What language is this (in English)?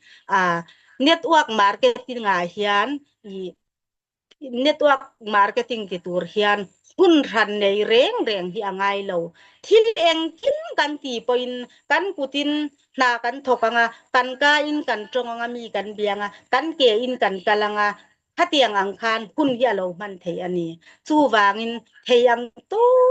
Mizo